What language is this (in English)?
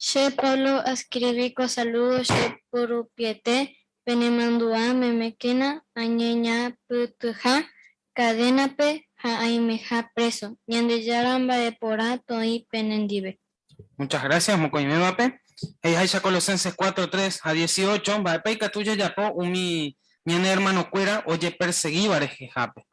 Guarani